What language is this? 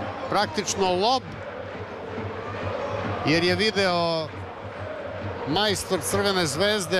Serbian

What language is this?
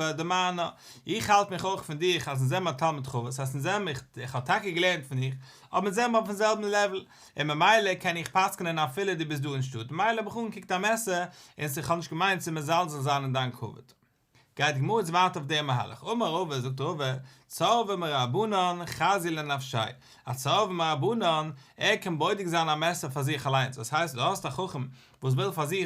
Yiddish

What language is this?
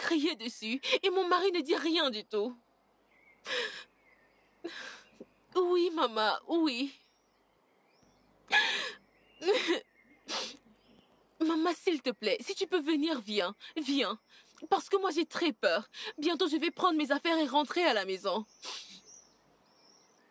French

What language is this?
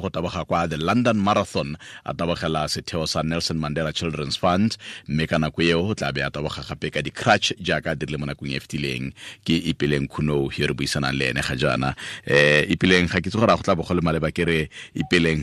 Tswana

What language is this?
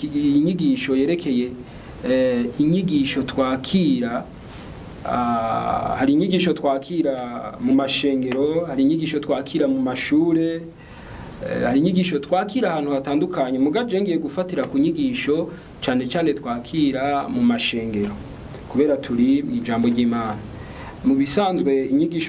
Rundi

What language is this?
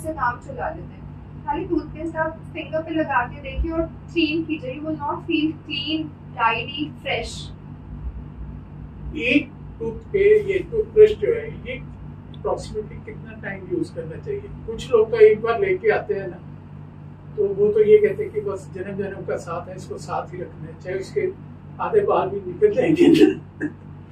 Hindi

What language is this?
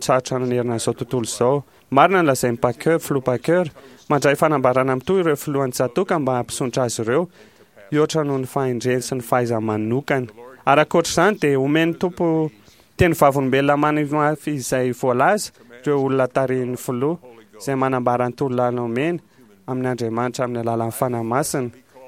Malagasy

